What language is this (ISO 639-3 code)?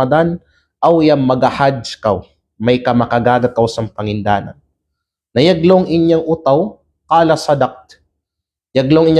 kqe